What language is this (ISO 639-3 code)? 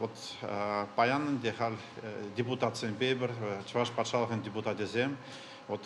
chv